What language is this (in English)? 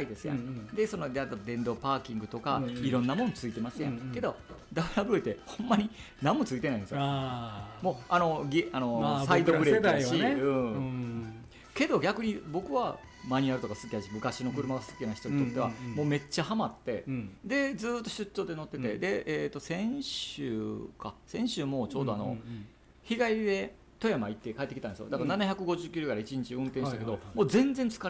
Japanese